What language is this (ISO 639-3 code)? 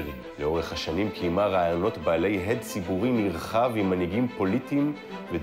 heb